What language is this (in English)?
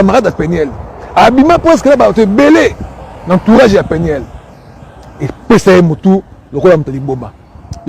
Lingala